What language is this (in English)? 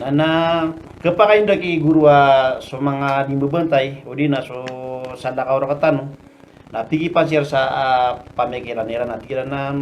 Maranao